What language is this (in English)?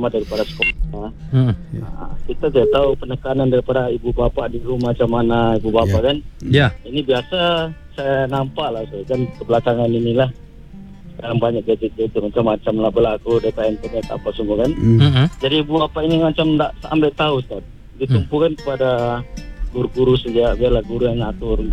Malay